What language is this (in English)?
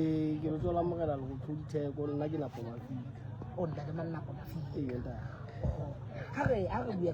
Southern Sotho